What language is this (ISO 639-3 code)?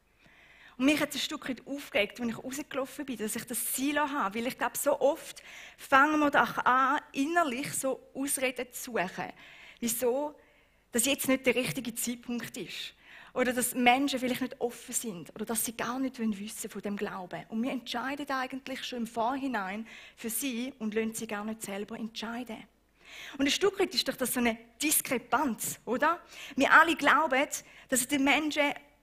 gsw